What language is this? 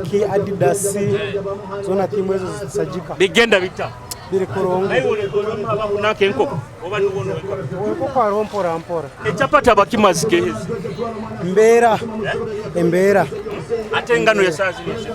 Nyoro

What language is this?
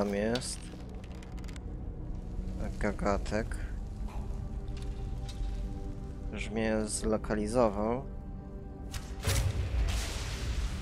Polish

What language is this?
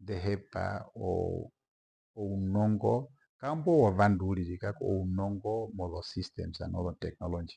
Herero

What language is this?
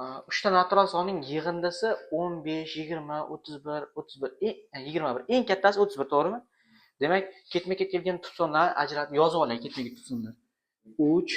Uzbek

